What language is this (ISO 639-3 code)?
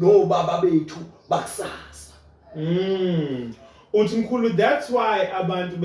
zul